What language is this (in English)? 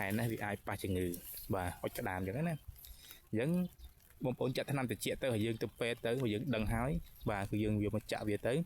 Khmer